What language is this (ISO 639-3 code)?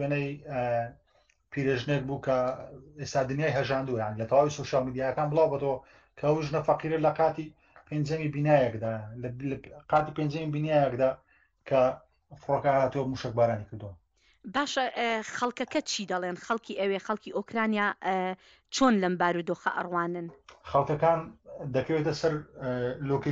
ckb